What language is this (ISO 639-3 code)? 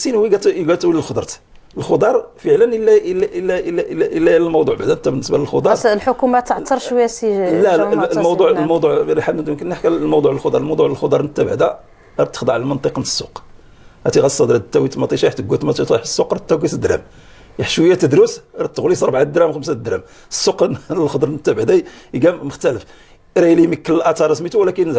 ary